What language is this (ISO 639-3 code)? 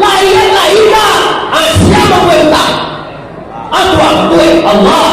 min